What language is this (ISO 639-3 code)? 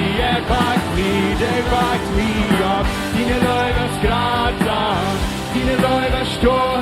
pdt